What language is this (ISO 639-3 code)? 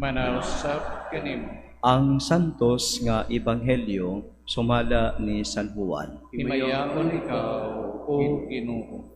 ceb